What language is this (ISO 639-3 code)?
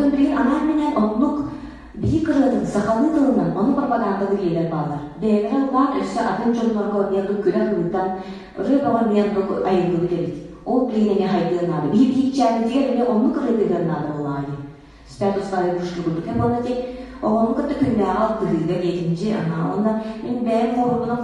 sah